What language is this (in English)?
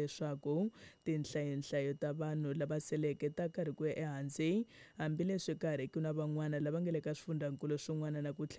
Tsonga